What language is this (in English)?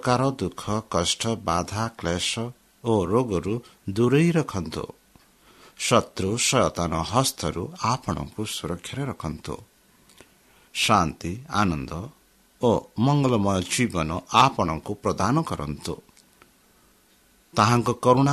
Odia